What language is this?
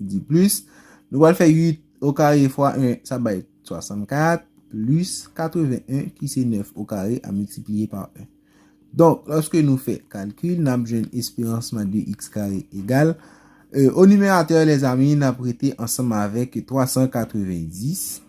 Haitian Creole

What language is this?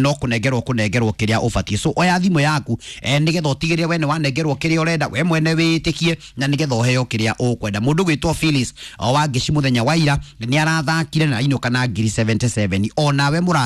Kikuyu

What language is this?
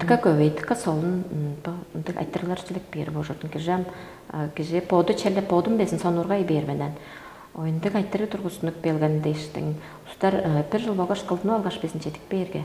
Tuvinian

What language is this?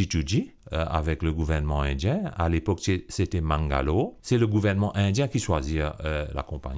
Morisyen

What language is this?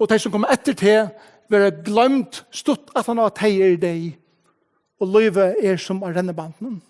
Faroese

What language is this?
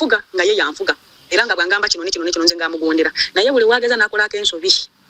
Ganda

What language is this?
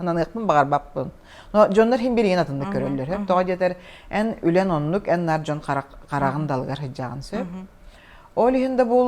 Yakut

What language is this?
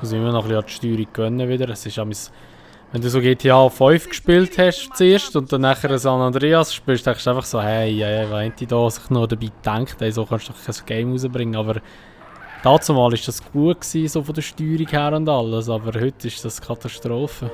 Swiss German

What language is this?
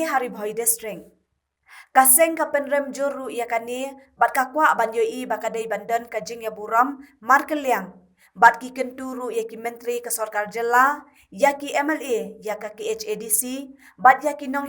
Khasi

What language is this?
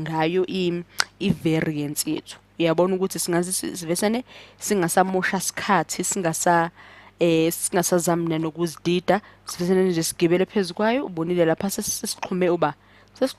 Zulu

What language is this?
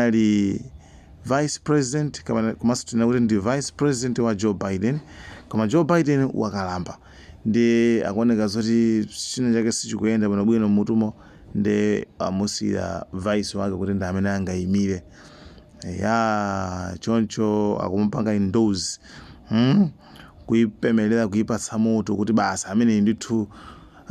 Nyanja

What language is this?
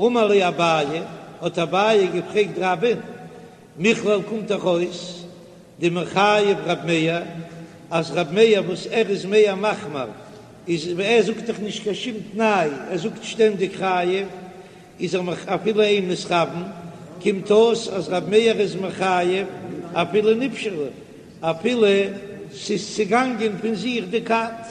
Yiddish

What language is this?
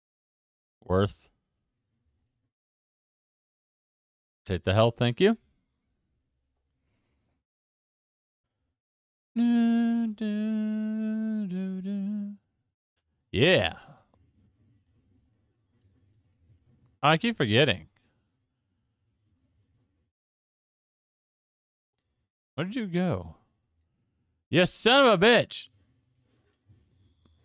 English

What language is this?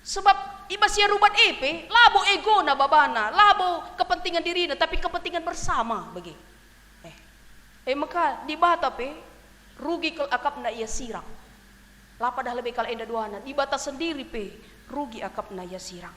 Batak Karo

